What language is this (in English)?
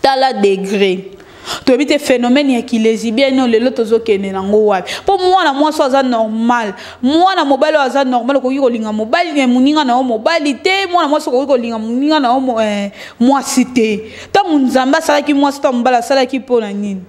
Lingala